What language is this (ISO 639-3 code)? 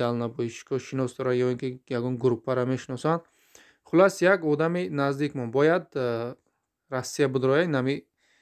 tgk